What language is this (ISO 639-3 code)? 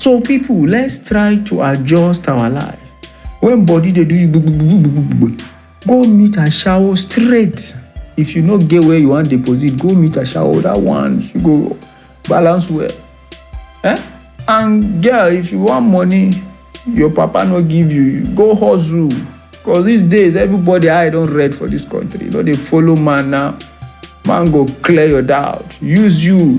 pcm